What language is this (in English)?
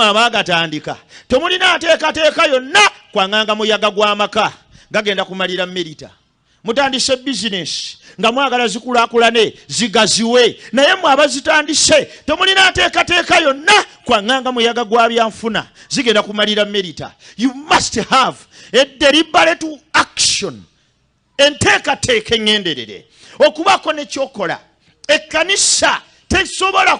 Ganda